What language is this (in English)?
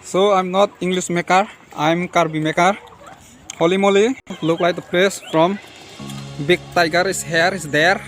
Karbi